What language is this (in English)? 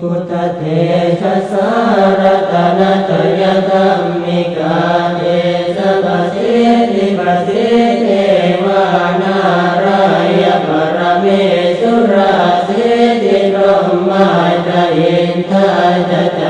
Pali